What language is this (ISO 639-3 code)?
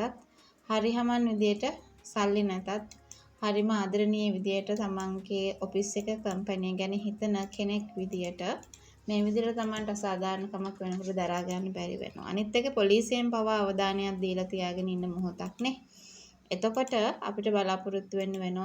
sin